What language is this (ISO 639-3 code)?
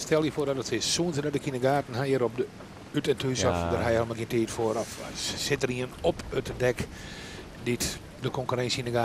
fry